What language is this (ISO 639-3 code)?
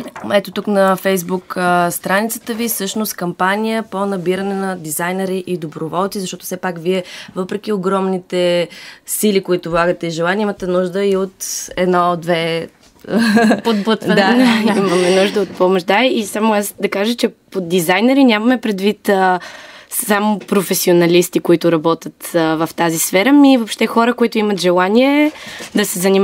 bul